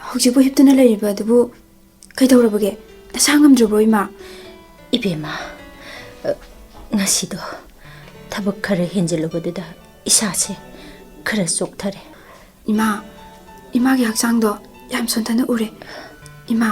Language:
Manipuri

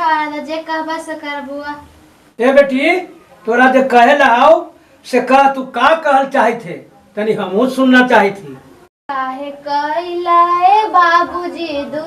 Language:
Magahi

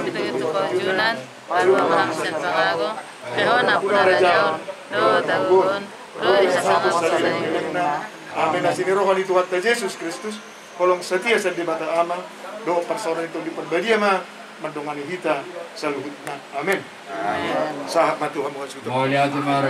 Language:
Batak Toba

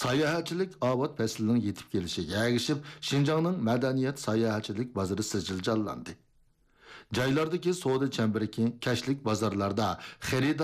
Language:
Uyghur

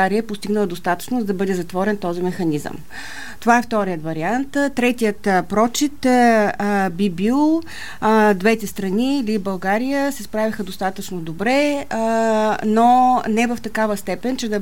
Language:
Bulgarian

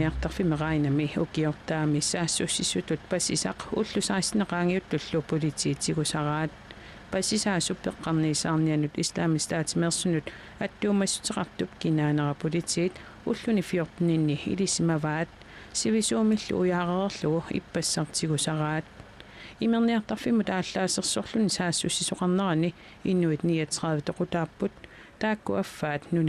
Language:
Kalaallisut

